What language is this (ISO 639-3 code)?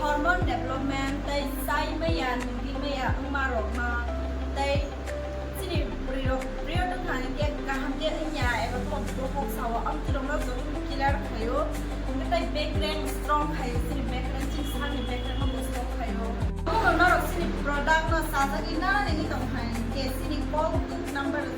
trp